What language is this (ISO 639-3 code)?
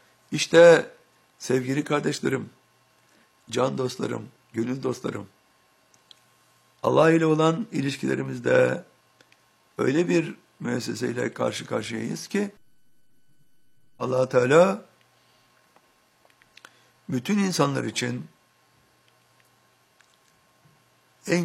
tur